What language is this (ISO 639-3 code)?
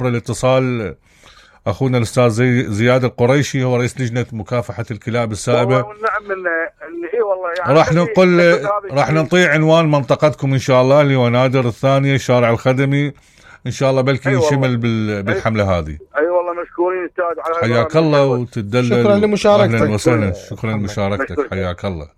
acm